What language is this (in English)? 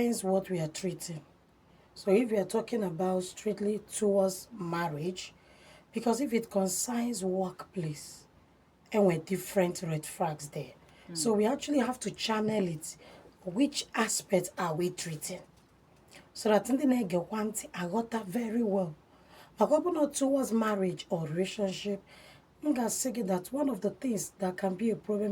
Igbo